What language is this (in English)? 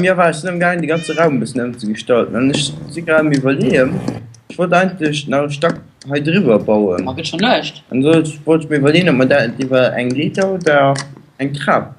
Luxembourgish